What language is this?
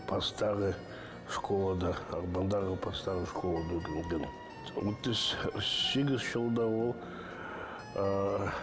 Khakas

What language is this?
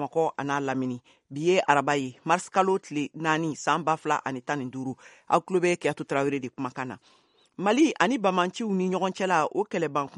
Bambara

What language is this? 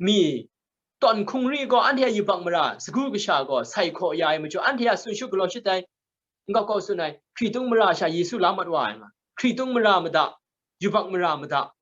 Kachin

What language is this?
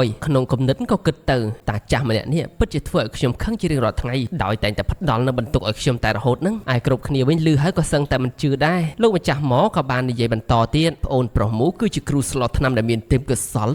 Khmer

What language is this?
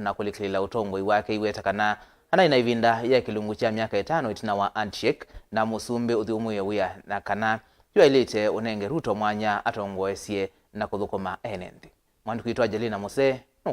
Kamba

